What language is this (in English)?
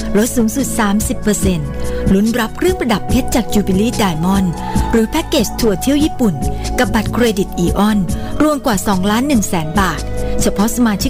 Thai